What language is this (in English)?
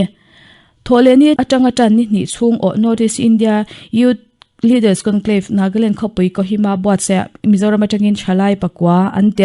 Mizo